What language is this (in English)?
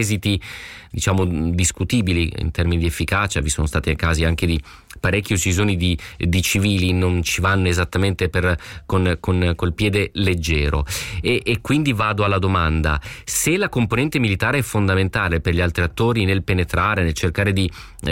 Italian